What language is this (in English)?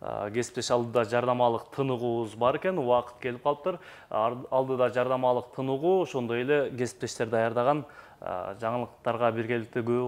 Kyrgyz